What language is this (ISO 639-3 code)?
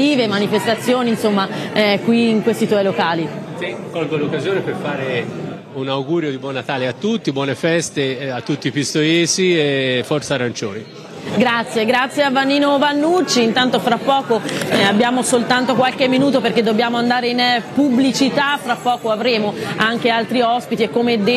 ita